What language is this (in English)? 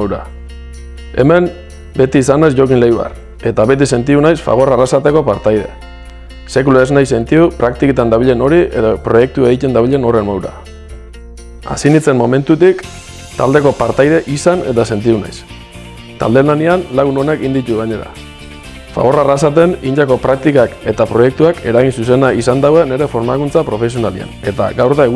Basque